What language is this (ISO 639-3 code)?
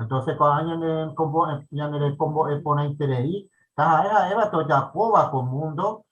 grn